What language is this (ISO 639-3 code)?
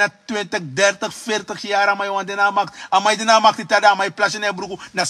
srn